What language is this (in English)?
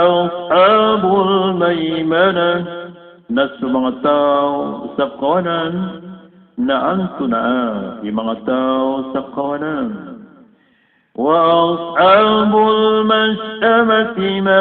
Maranao